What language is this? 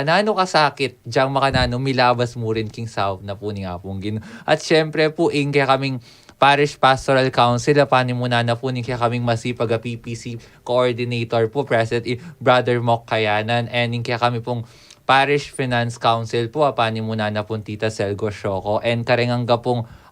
Pampanga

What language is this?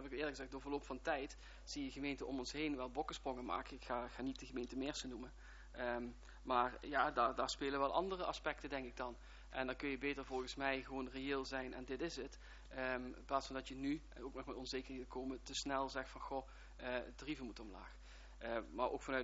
Dutch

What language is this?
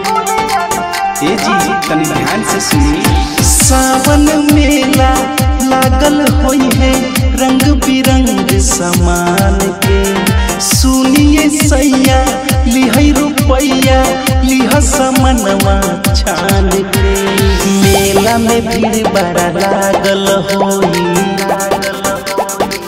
Bhojpuri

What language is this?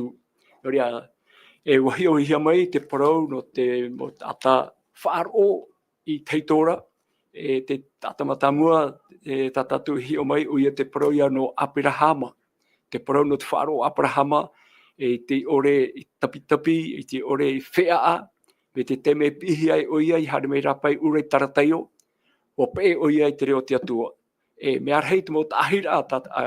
Tahitian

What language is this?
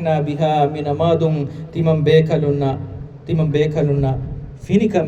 Divehi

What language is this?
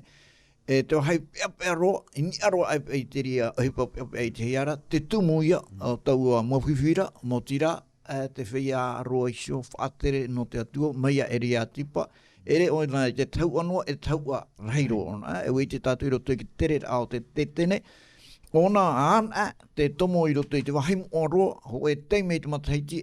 Tahitian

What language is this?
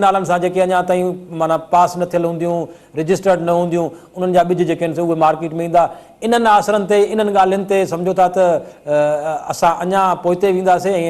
Sindhi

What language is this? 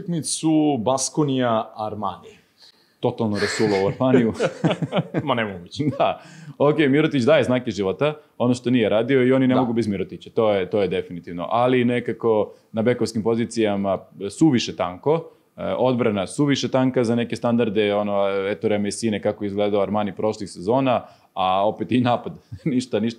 Serbian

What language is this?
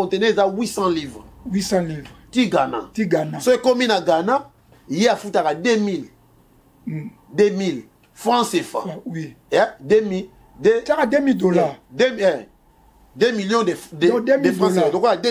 Lingala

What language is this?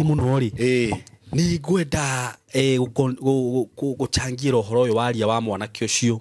Kikuyu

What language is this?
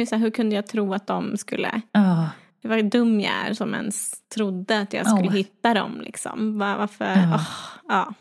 Swedish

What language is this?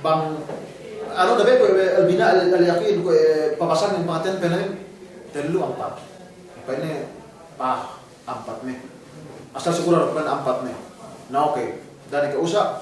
Yakan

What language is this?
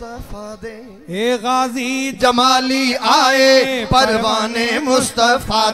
Saraiki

